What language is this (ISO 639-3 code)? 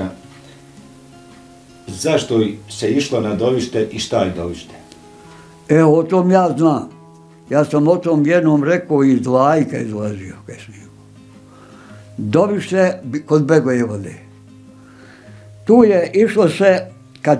bos